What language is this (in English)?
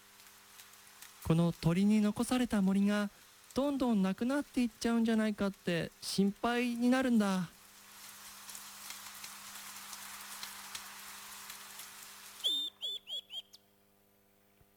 Japanese